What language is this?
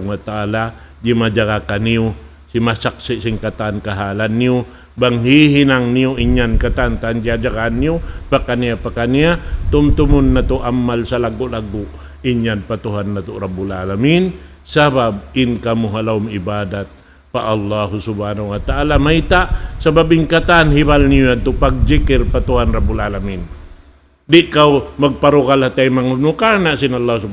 Tausug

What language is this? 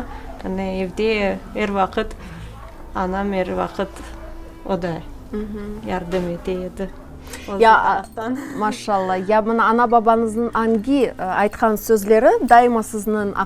Crimean Tatar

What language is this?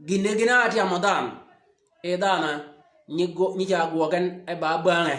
Shilluk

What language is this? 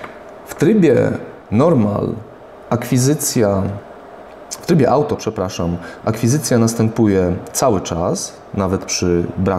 Polish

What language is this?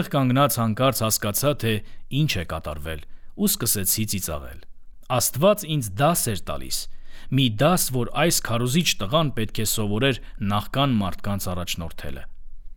Armenian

